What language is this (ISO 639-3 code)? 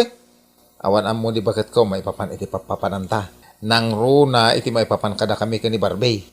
ilo